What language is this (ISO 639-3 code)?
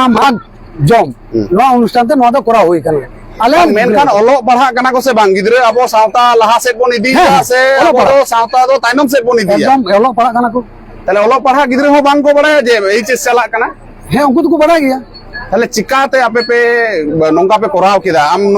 sat